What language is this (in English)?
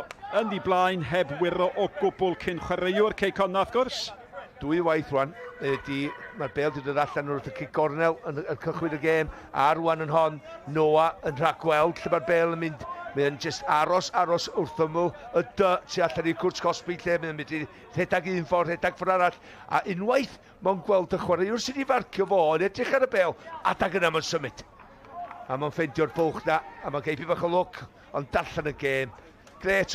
Welsh